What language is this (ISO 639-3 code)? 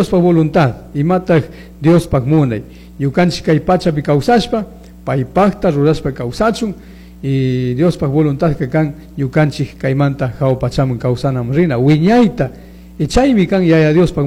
qug